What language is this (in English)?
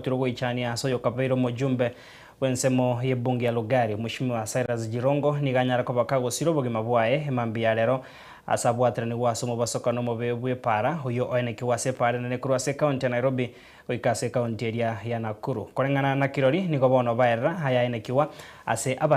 Gusii